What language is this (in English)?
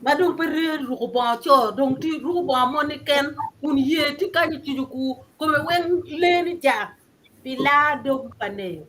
Acoli